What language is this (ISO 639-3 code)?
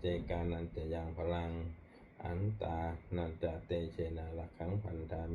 pli